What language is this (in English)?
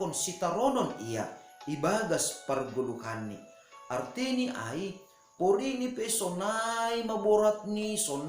Batak Simalungun